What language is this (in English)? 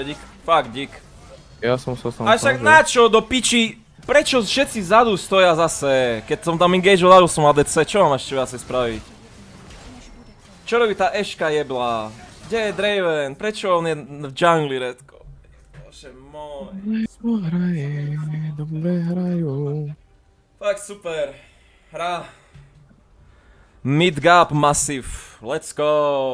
Slovak